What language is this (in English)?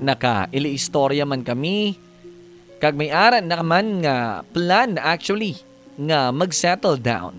Hiligaynon